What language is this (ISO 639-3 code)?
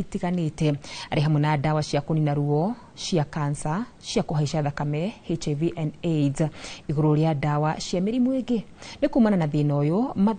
kik